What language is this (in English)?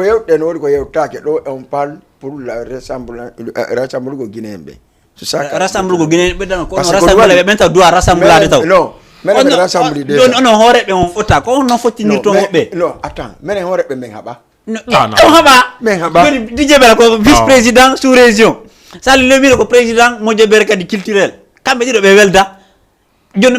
Fula